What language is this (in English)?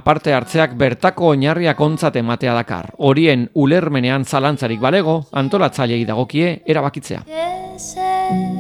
Basque